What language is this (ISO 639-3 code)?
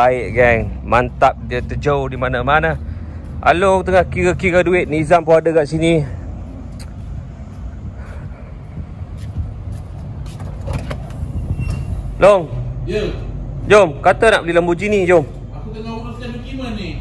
msa